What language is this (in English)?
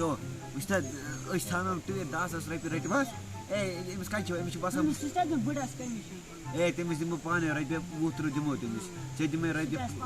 Kashmiri